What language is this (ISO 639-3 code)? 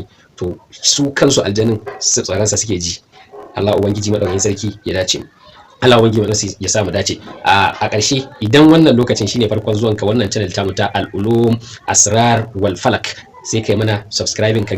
hau